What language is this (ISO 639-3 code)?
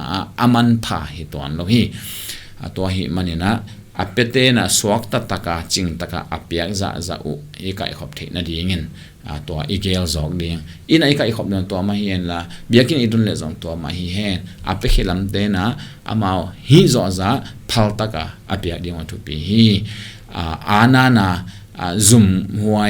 ctd